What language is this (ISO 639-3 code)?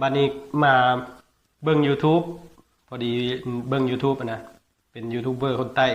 lao